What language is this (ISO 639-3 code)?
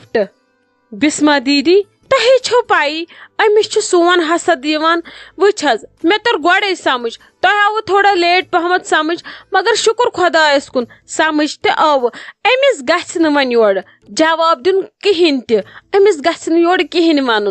kas